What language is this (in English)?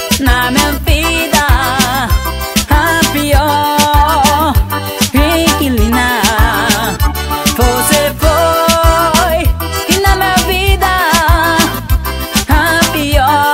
Portuguese